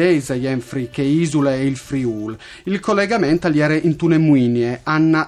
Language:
Friulian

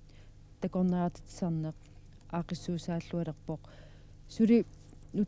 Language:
Kalaallisut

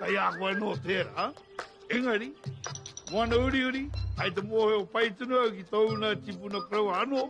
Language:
Māori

